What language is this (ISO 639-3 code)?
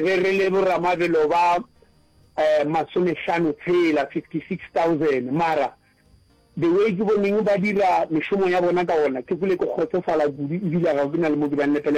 nso